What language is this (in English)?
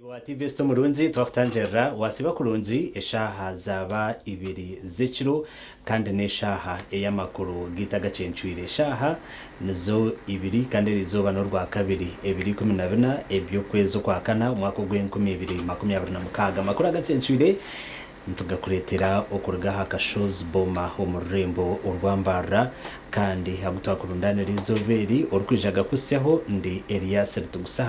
Nyankole